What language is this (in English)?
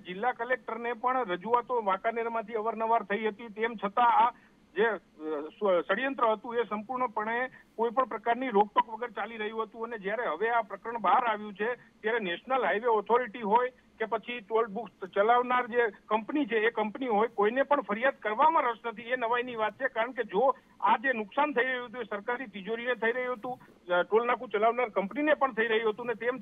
Gujarati